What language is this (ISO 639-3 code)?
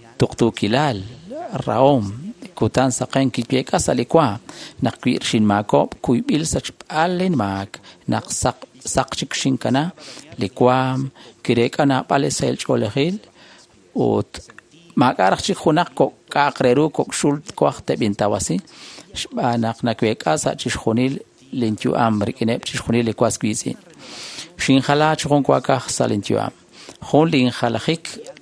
kek